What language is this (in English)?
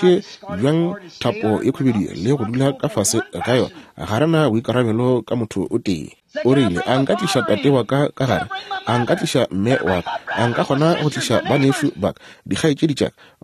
Northern Sotho